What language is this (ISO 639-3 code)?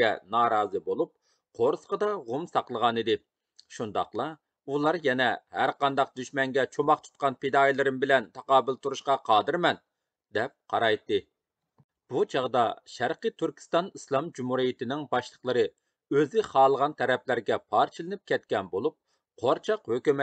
uig